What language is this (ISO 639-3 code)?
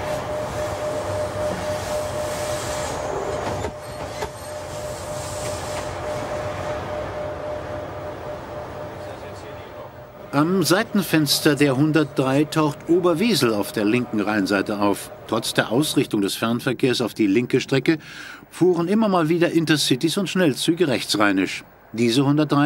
deu